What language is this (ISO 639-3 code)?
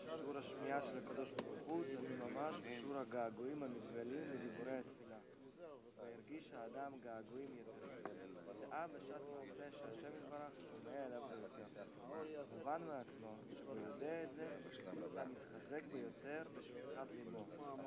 heb